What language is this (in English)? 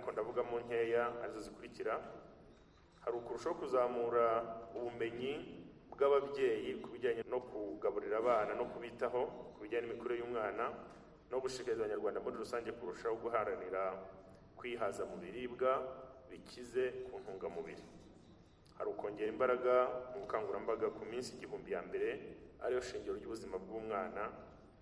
Kinyarwanda